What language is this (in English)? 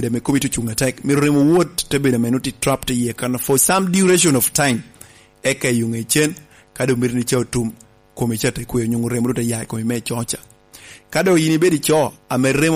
Lango (Uganda)